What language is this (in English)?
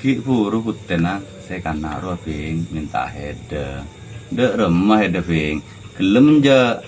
Madurese